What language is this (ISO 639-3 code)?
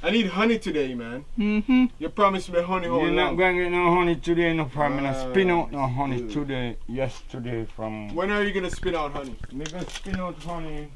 jam